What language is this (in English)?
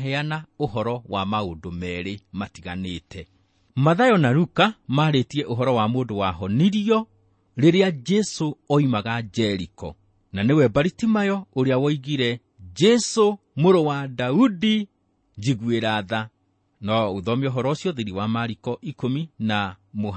Kikuyu